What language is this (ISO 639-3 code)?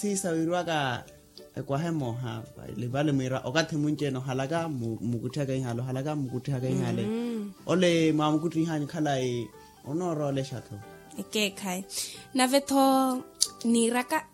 vmw